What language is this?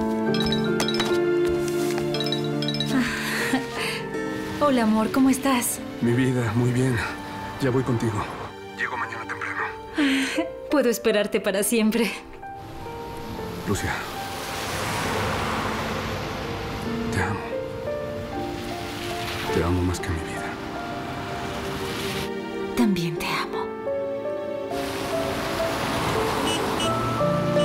Spanish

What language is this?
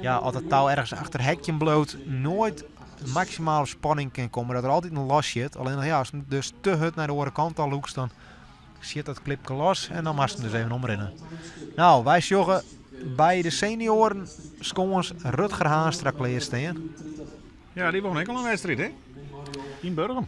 Western Frisian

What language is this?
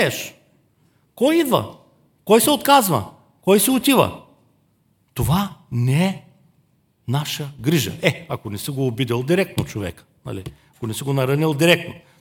Bulgarian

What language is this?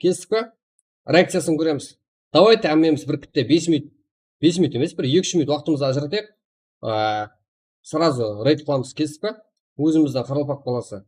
Kara-Kalpak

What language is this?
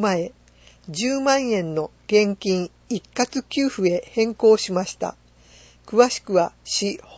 Japanese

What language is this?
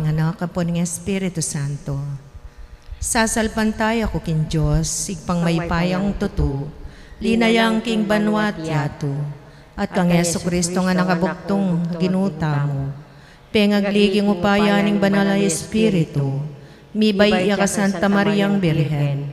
Pampanga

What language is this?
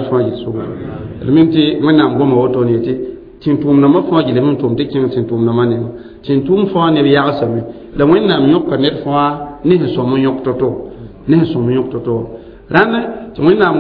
Mossi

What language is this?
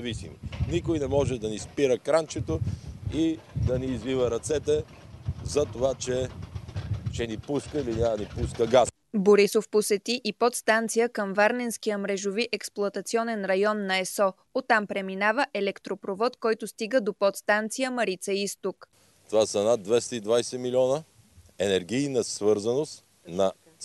Bulgarian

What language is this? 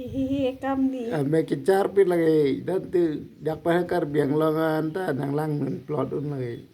Karbi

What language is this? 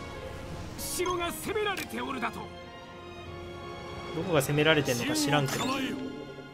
Japanese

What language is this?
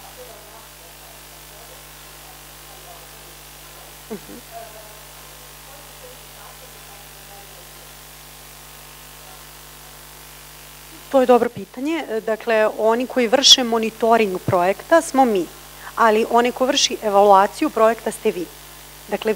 Serbian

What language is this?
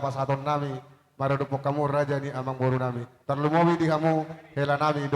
Batak Toba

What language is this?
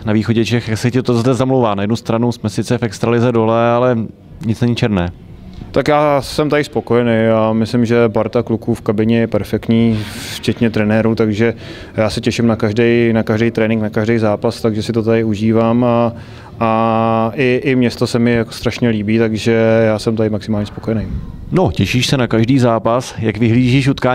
Czech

